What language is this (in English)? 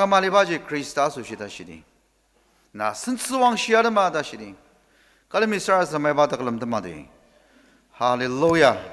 Ao Naga